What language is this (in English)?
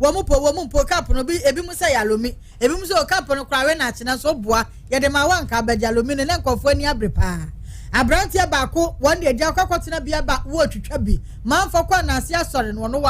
Akan